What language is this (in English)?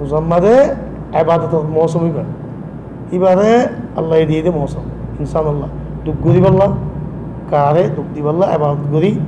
Rohingya